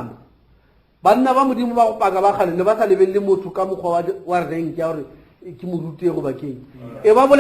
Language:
Northern Sotho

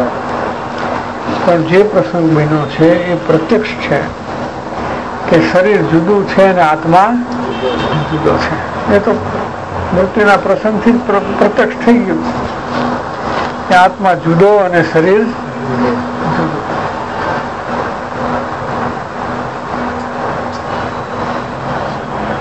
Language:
Gujarati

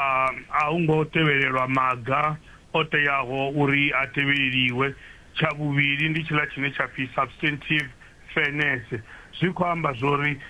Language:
Venda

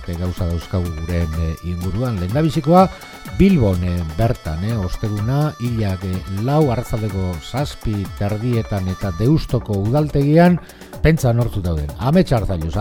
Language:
Basque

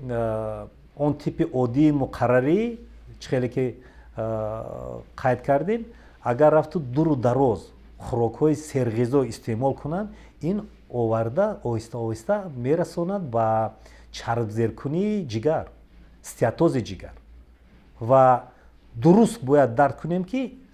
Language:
Tajik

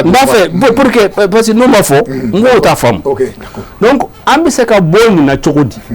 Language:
Bambara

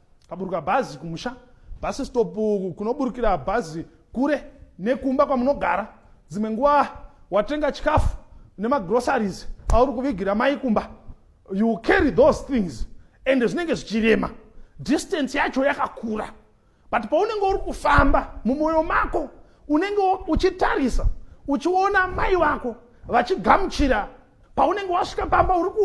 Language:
Shona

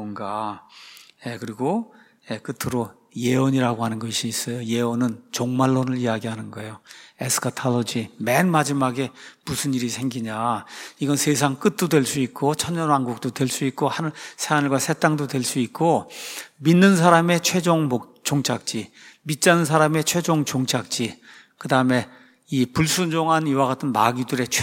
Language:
Korean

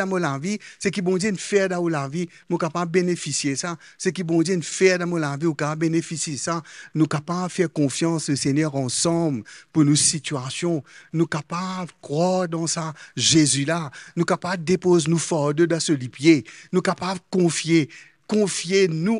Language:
Morisyen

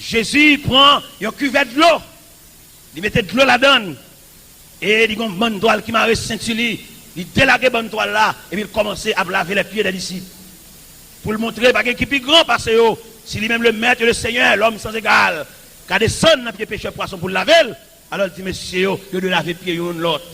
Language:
Haitian Creole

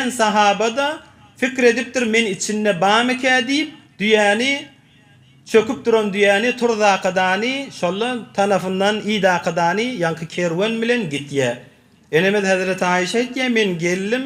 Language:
Turkmen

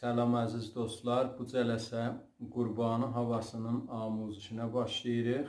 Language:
South Azerbaijani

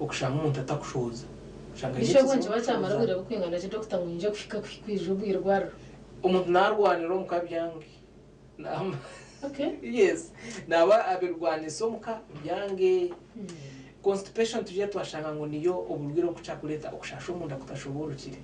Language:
Nyankole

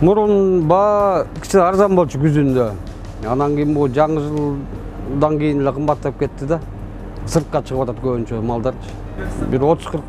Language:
Kyrgyz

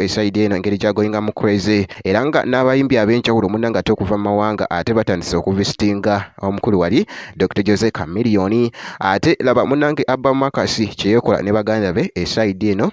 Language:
Ganda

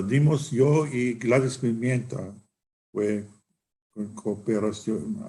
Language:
Ladino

